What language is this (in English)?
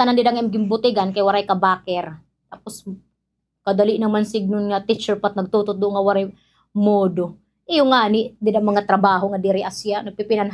Waray